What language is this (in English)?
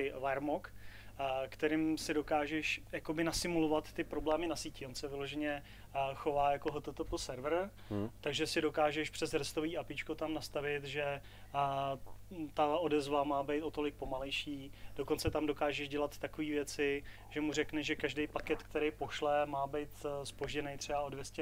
Czech